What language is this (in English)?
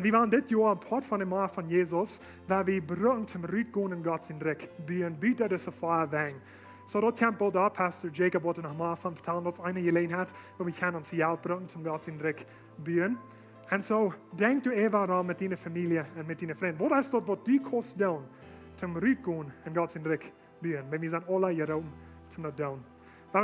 Plautdietsch